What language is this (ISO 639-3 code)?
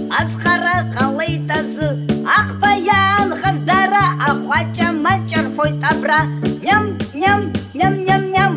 abk